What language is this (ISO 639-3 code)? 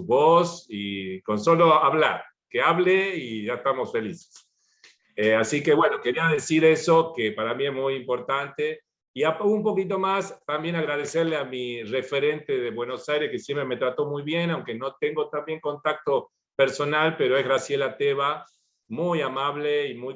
lad